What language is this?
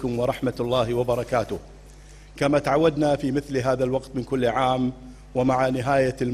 Gulf Arabic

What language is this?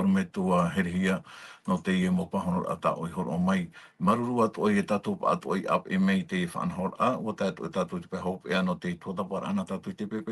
Tahitian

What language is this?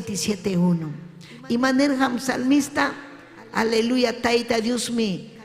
Ayacucho Quechua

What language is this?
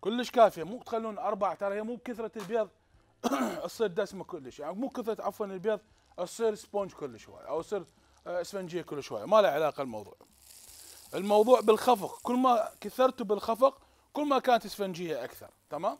Mesopotamian Arabic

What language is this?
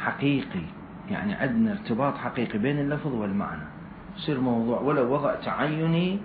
Mesopotamian Arabic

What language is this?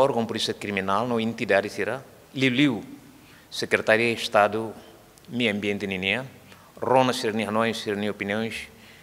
Tetum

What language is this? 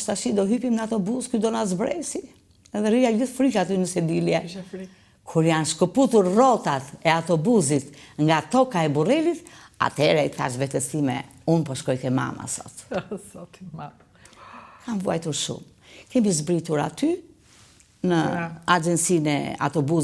Albanian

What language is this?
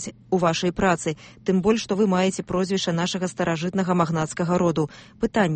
Belarusian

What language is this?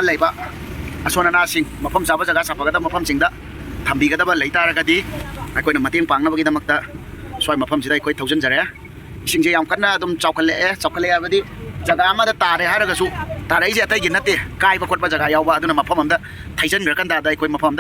Manipuri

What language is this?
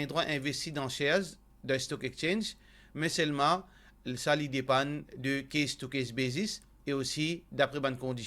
Morisyen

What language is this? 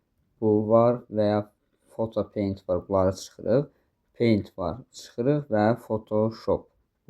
Azerbaijani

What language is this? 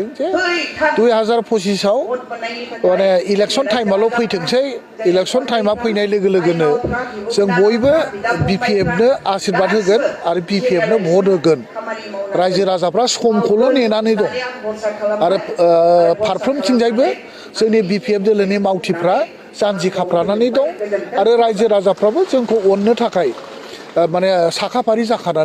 Bodo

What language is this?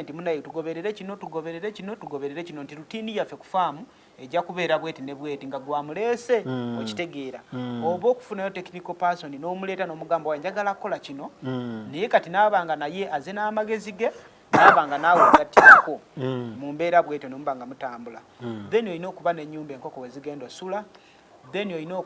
Ganda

